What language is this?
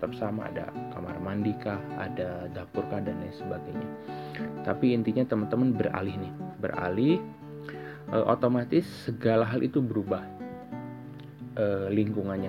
Indonesian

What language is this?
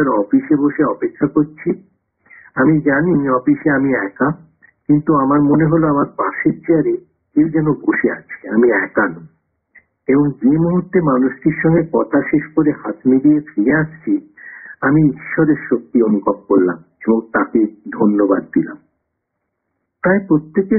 Bangla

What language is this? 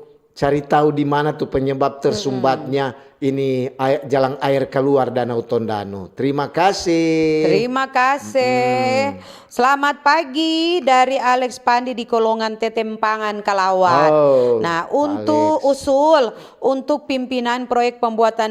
Manado Malay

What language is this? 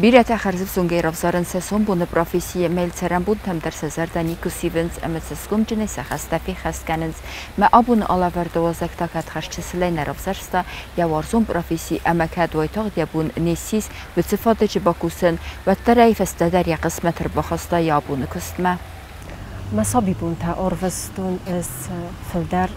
Ossetic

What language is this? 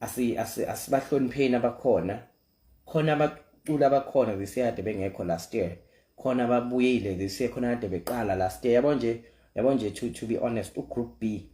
Zulu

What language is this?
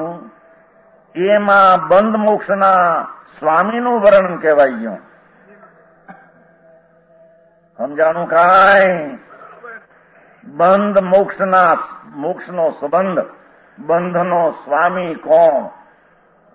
Gujarati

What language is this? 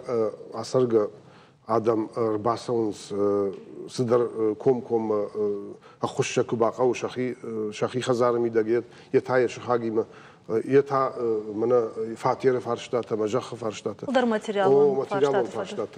Ossetic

